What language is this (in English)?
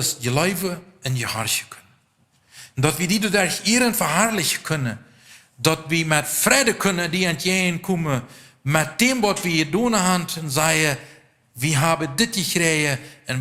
Plautdietsch